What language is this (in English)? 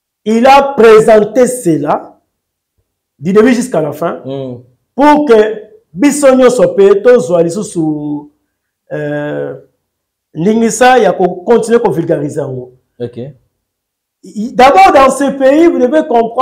French